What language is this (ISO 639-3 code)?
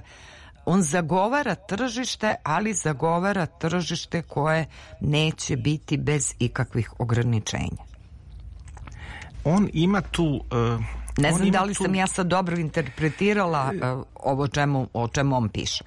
srp